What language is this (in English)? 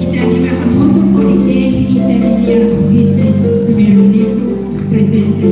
Tetum